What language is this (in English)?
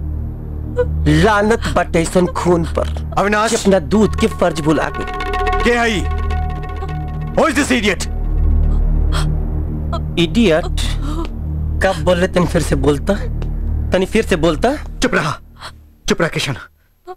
Bhojpuri